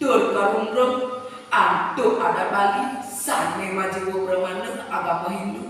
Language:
Balinese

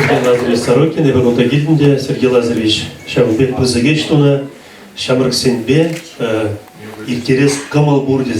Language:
Chuvash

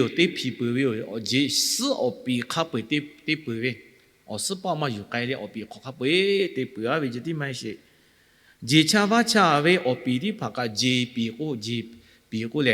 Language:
Lahu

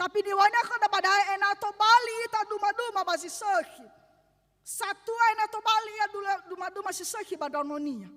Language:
Nias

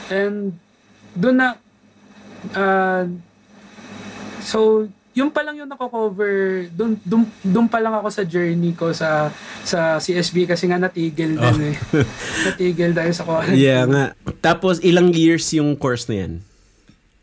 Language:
Filipino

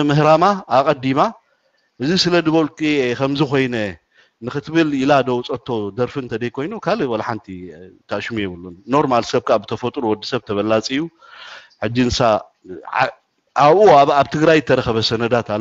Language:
Tigrinya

